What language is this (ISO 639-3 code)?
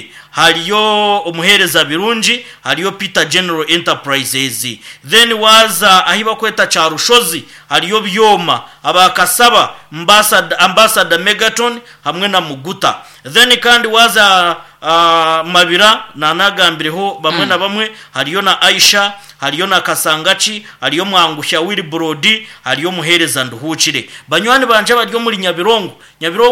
nyn